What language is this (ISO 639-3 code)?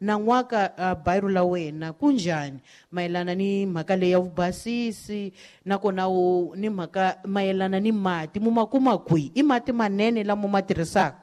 tso